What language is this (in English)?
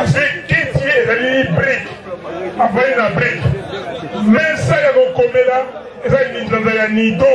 Lingala